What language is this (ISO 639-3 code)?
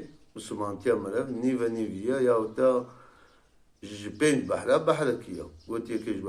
kur